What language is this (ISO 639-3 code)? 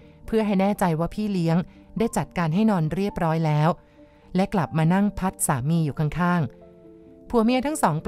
tha